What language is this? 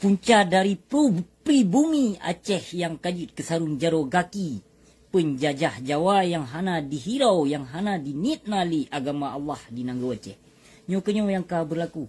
Achinese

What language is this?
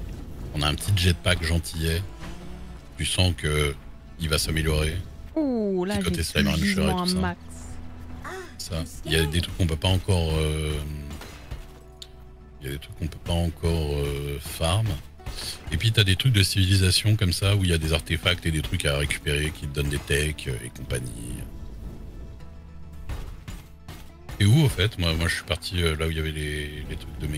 French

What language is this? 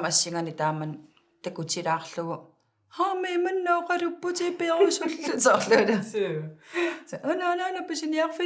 Kalaallisut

